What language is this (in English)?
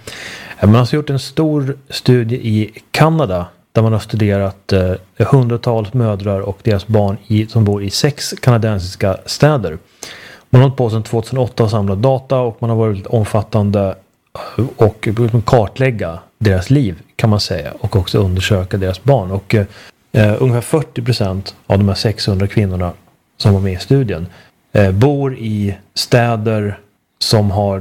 Swedish